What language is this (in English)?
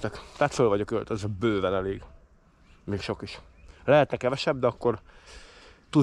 Hungarian